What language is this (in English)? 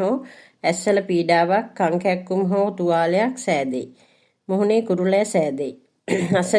Sinhala